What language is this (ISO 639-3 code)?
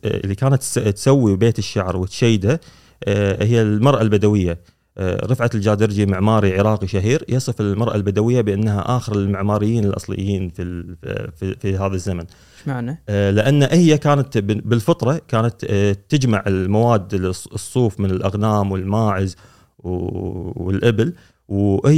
afb